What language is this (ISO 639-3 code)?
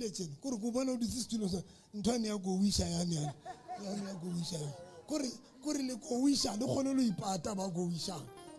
sot